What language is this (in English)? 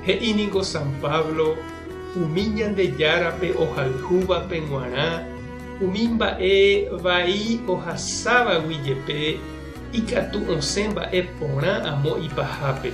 Guarani